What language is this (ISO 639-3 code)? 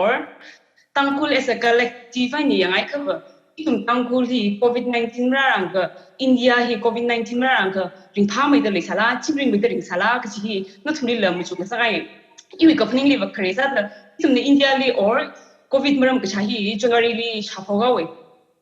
nmf